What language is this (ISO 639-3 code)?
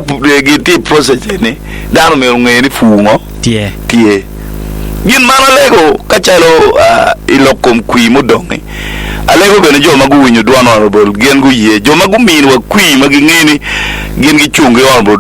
ach